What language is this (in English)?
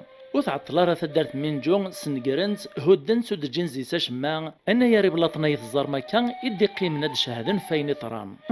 Kabyle